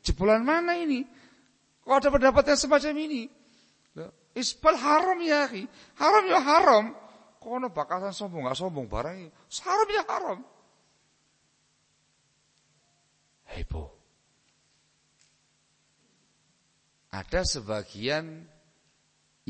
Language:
Indonesian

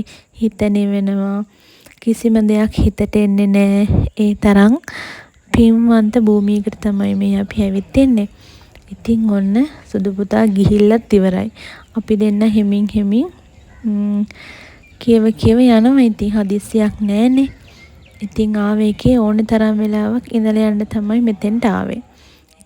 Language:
Sinhala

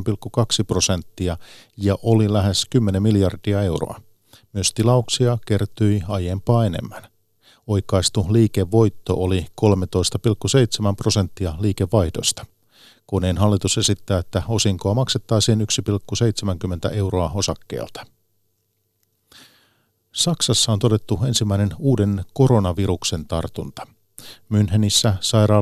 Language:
Finnish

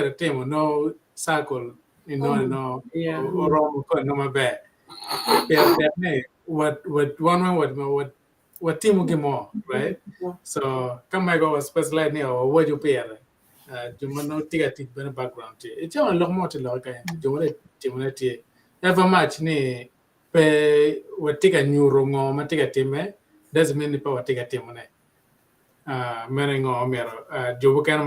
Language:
Acoli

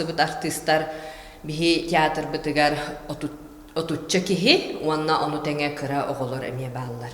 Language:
Yakut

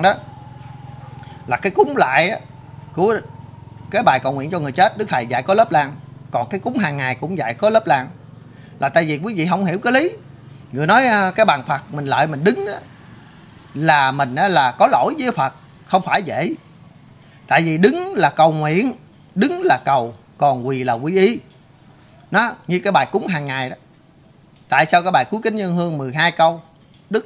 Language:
Vietnamese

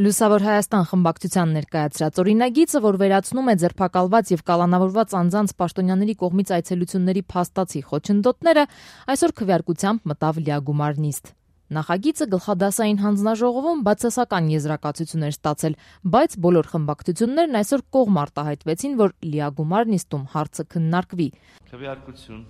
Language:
Armenian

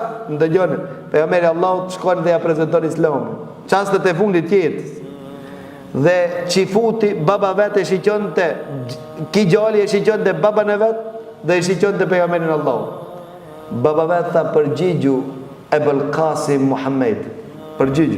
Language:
Albanian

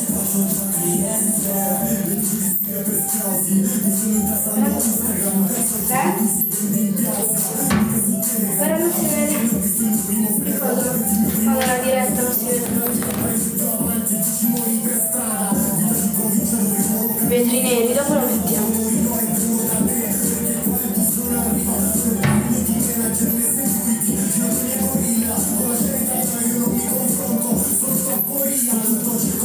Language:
Italian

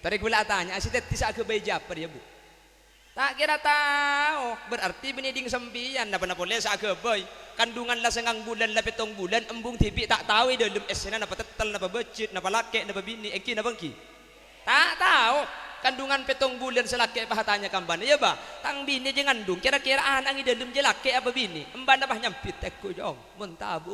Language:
Madurese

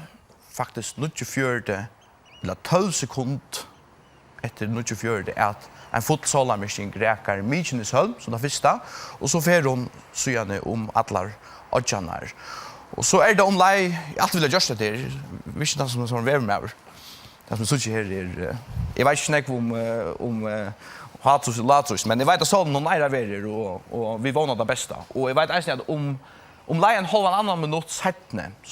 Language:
Faroese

